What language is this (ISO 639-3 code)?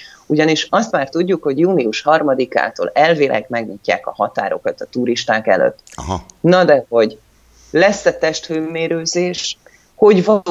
hun